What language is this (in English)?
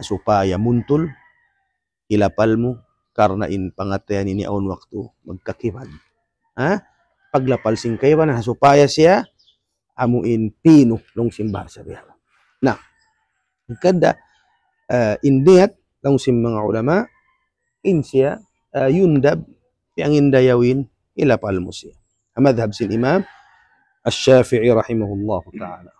Tausug